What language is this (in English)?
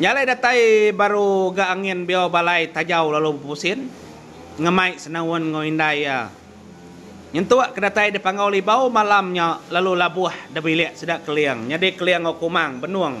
Iban